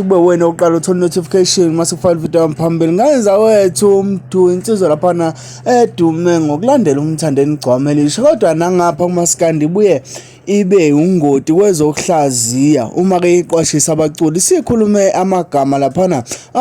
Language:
Zulu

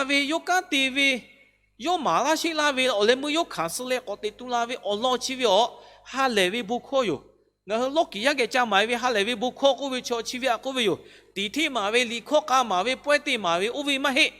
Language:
Lahu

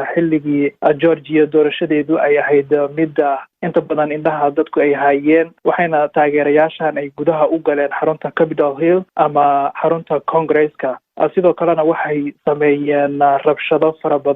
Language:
Somali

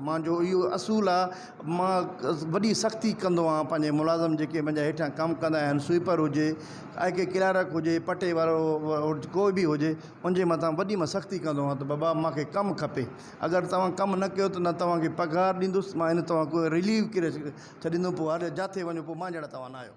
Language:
Sindhi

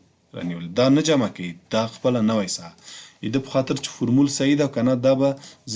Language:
Pashto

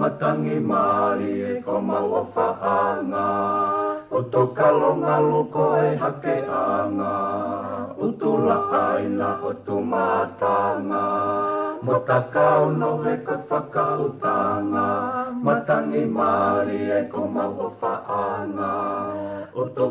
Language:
Tongan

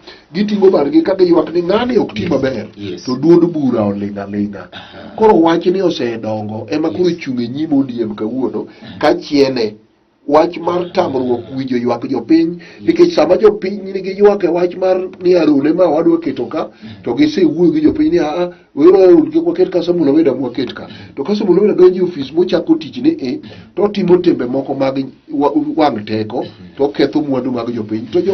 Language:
Luo (Kenya and Tanzania)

